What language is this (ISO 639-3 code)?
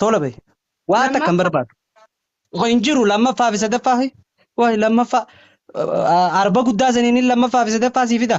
orm